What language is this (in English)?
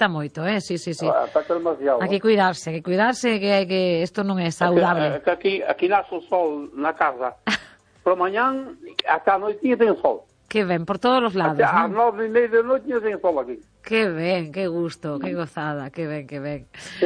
Galician